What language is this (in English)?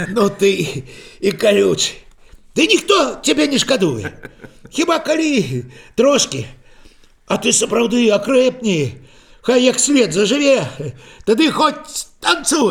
Belarusian